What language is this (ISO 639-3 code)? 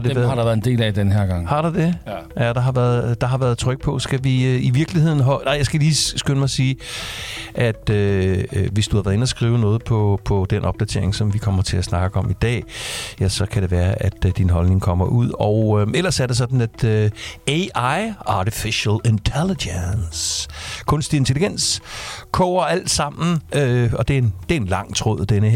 dan